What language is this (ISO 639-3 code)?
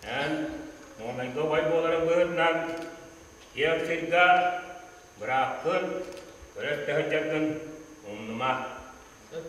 sah